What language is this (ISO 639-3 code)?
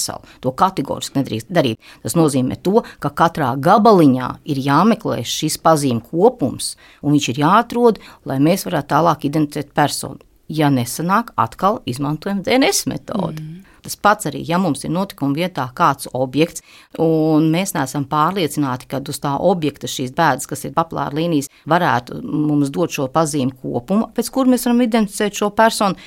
lav